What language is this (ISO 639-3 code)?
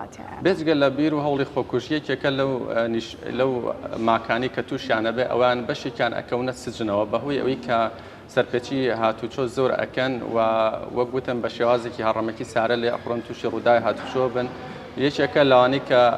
ckb